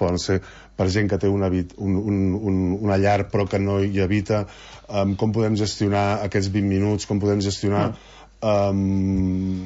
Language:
Catalan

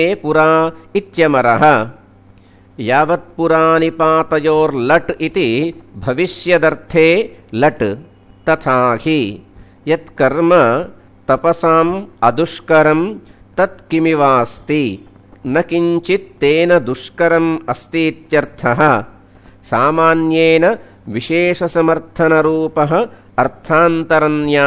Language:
Sanskrit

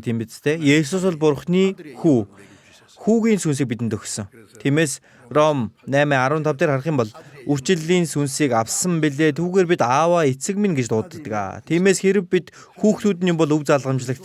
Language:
Mongolian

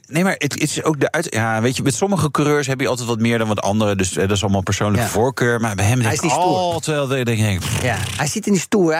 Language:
Dutch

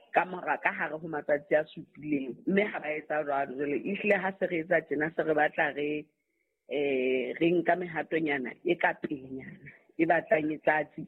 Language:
Southern Sotho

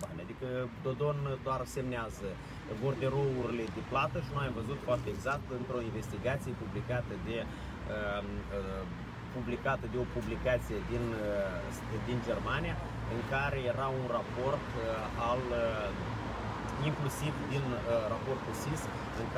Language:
Romanian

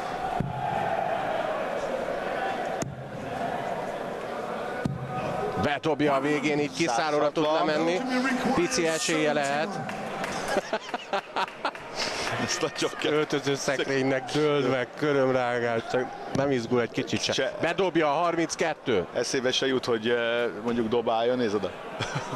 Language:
Hungarian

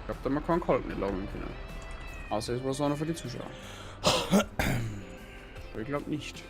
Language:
Bavarian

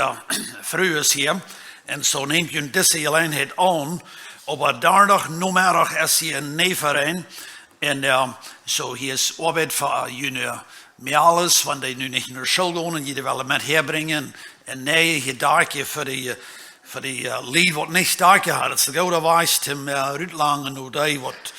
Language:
Plautdietsch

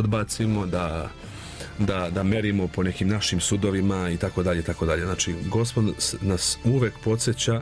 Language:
Serbian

